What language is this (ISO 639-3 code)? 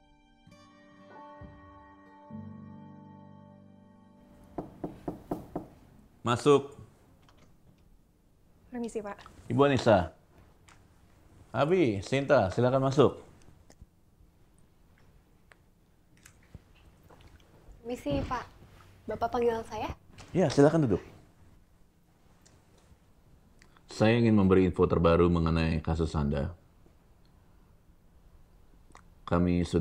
ind